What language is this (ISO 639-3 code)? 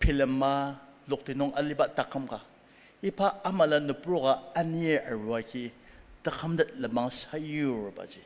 njo